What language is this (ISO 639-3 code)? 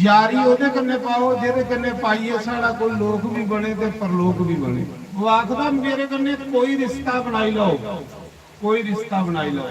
doi